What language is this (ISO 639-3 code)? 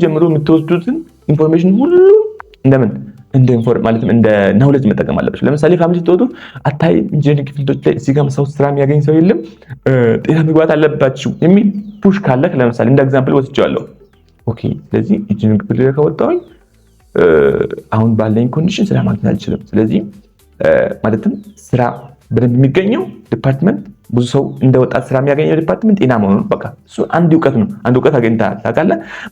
amh